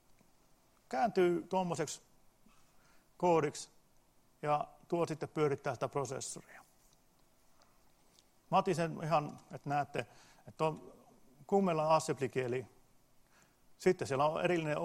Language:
Finnish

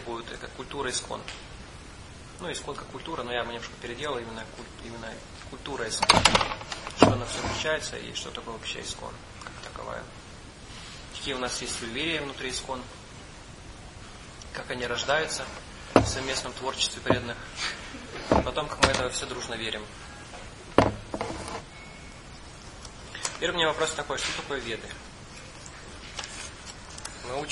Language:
Russian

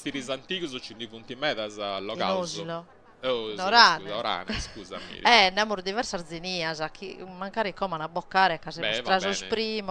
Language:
Sardinian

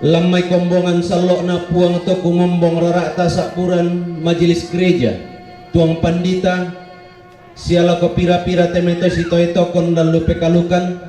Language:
Toraja-Sa'dan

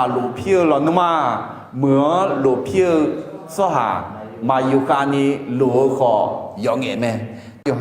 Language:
Akha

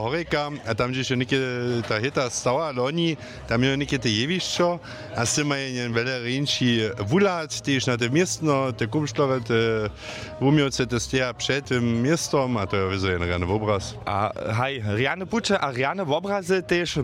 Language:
Upper Sorbian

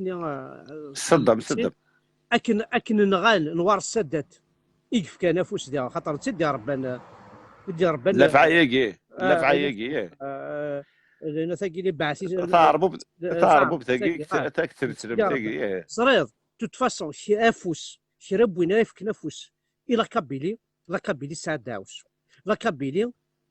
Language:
Kabyle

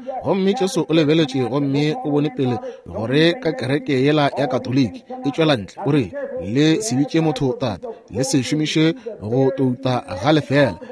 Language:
Northern Sotho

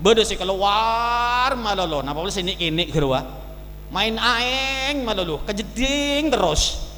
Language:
Madurese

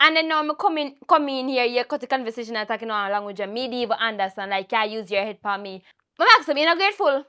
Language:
Jamaican Creole English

